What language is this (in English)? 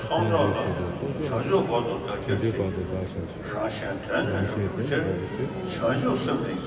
Tibetan